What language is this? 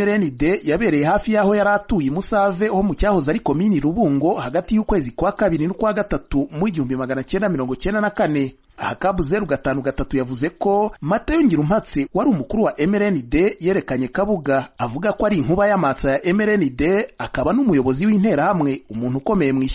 Kinyarwanda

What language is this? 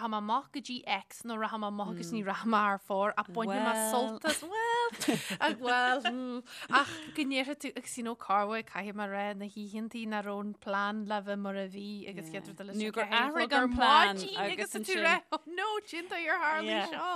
Irish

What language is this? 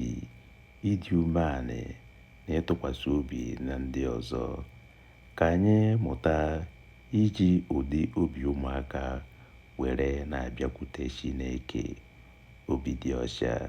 Igbo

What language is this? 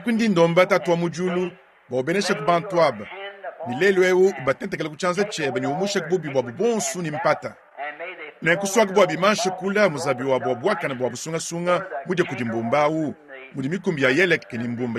Luba-Lulua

